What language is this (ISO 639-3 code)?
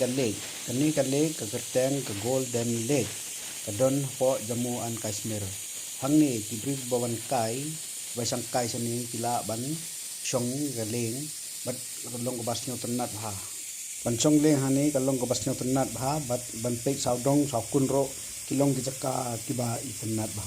kha